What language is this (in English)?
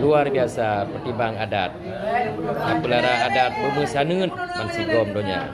Achinese